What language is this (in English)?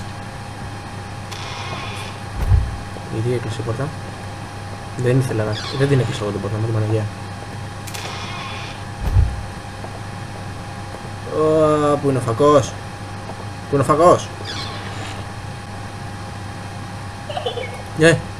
Greek